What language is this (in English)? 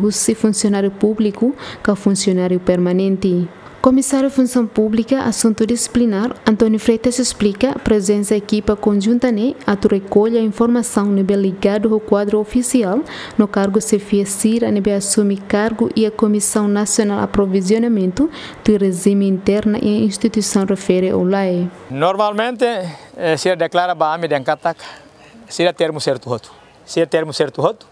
Tetum